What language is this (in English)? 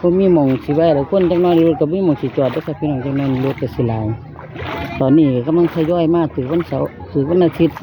Northeastern Thai